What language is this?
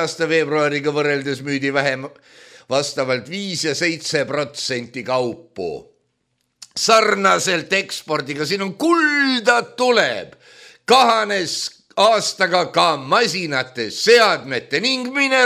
Estonian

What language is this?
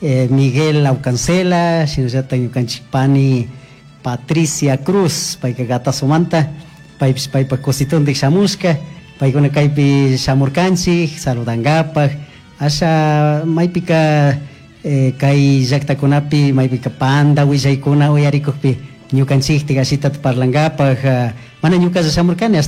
Chimborazo Highland Quichua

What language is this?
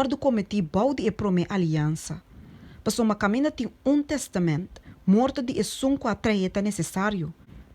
Papiamento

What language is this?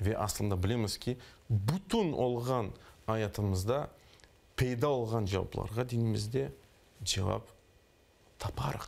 Crimean Tatar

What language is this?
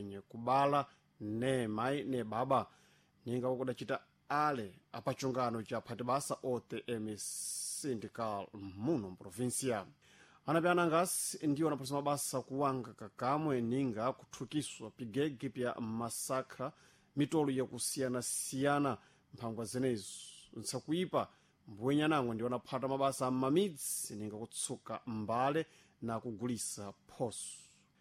Sena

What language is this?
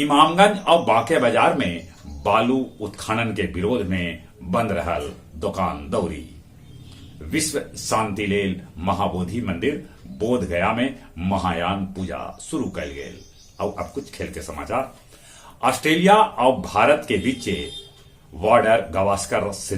Magahi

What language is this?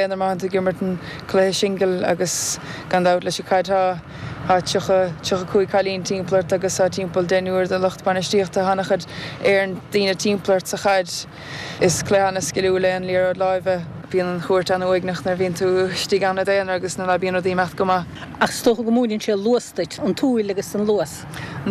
Irish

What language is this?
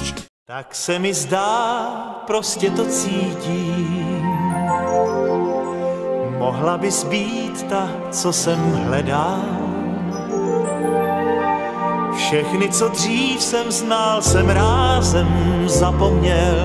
Czech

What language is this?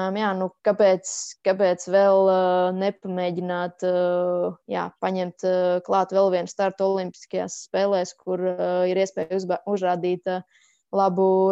Latvian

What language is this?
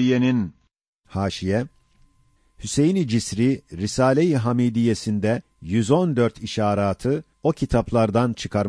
Ottoman Turkish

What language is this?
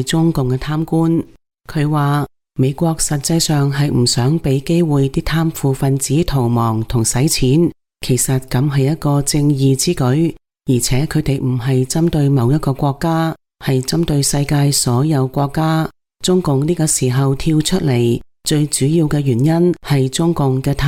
Cantonese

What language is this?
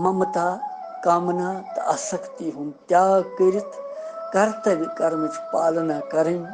Kashmiri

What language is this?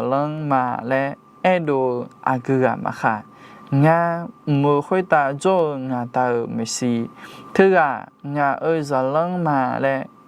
Akha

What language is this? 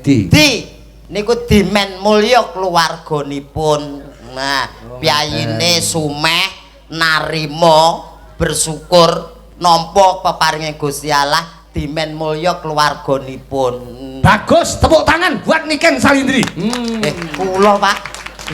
Javanese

